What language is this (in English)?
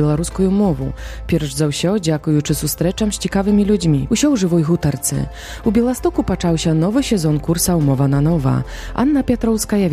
Belarusian